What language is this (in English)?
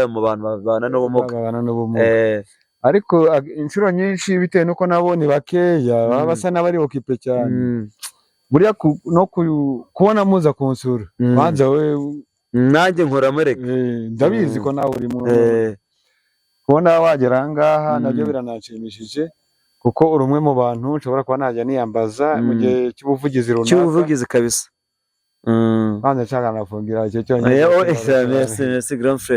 Kinyarwanda